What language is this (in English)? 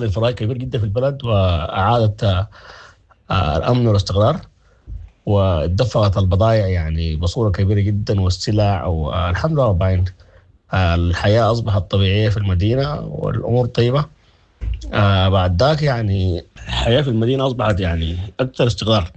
Sudanese Arabic